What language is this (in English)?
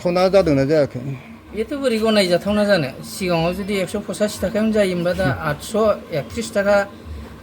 Bodo